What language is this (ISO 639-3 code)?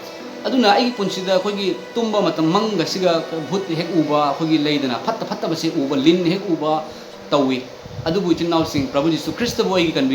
mni